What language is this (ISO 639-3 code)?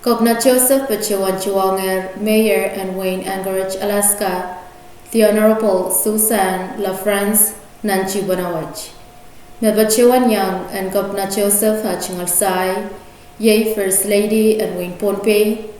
pon